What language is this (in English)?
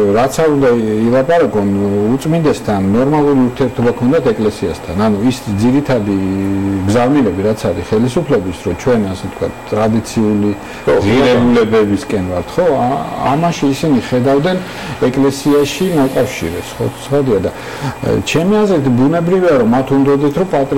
Georgian